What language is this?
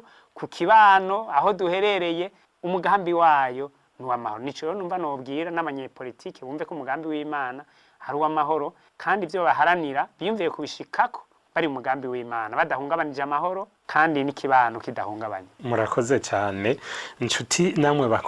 Rundi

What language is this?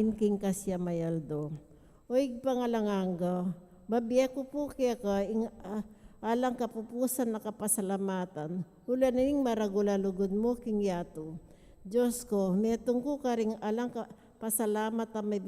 Pampanga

